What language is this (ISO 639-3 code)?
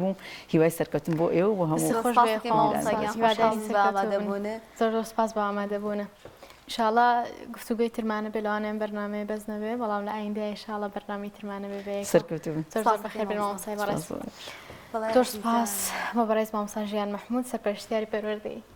ckb